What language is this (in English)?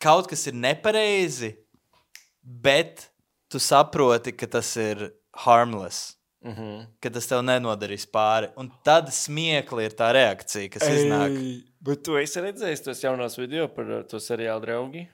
Latvian